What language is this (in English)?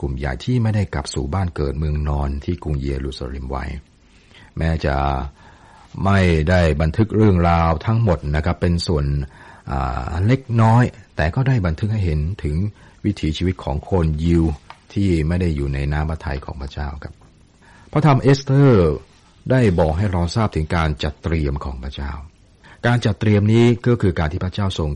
Thai